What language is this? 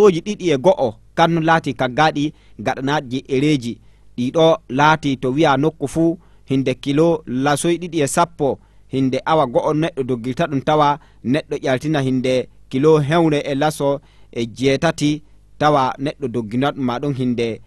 Fula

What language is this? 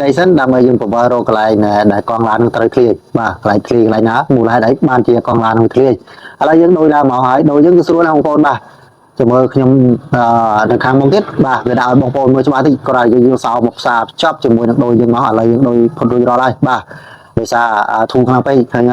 Khmer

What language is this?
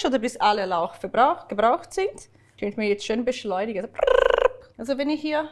Swiss German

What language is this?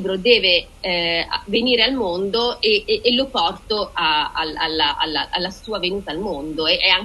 Italian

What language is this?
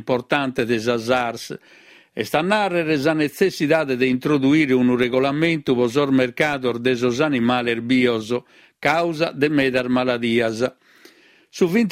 Sardinian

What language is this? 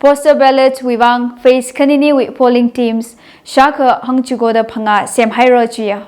Tangkhul Naga (India)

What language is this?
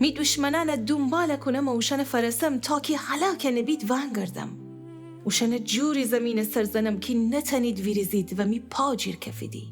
Gilaki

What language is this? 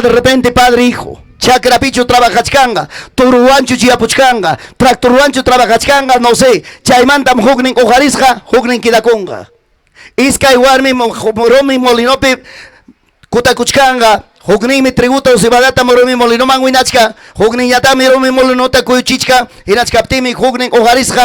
Ayacucho Quechua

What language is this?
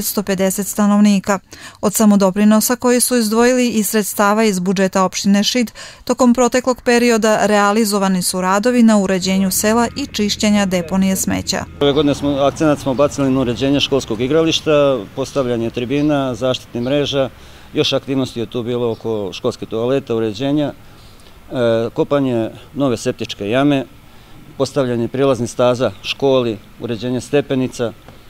Serbian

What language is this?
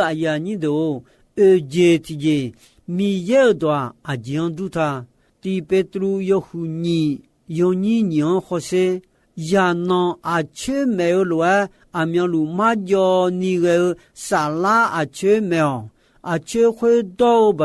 Akha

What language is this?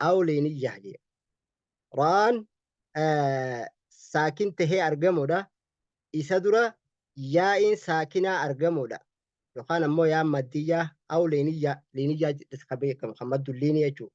Oromo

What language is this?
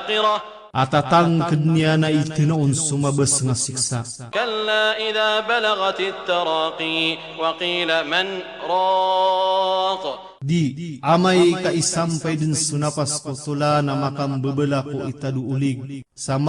Maranao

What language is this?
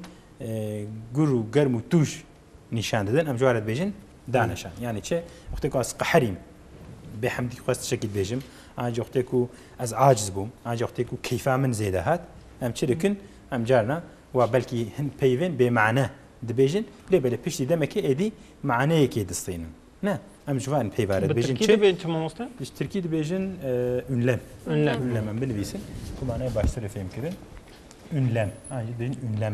Kurdish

